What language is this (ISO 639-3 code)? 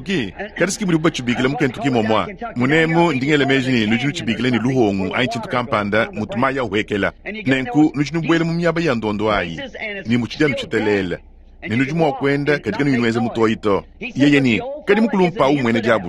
lua